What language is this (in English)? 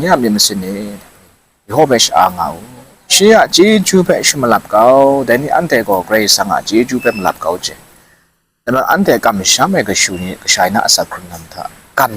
Kachin